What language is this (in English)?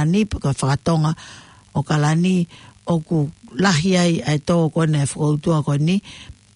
Tongan